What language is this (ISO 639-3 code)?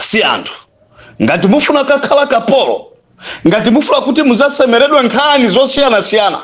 nya